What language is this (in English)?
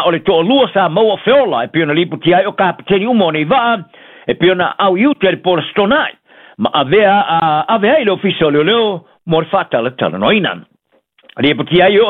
Samoan